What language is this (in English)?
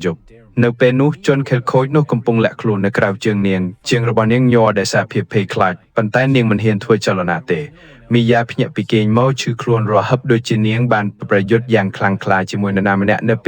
Khmer